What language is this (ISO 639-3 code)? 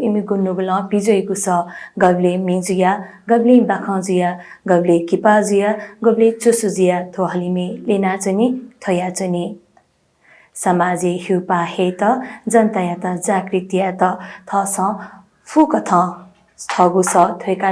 new